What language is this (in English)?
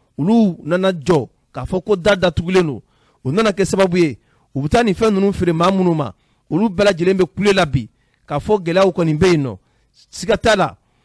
Bambara